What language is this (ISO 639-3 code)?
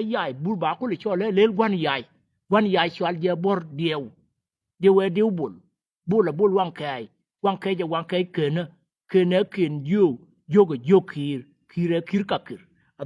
nus